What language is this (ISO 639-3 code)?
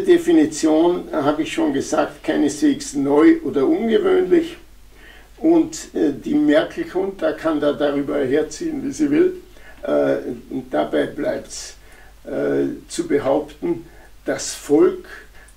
deu